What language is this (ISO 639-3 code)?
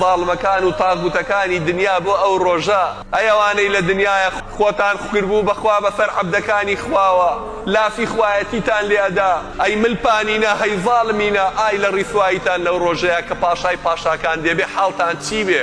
ckb